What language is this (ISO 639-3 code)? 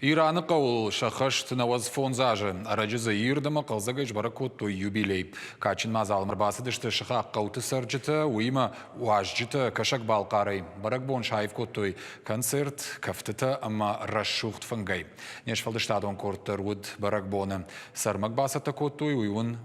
oss